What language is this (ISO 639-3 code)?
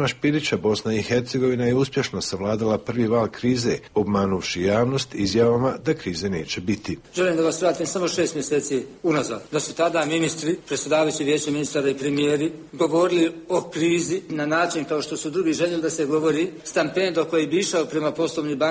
hrv